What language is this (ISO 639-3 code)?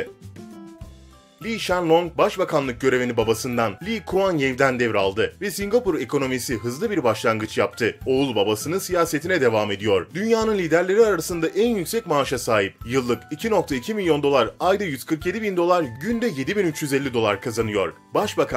tur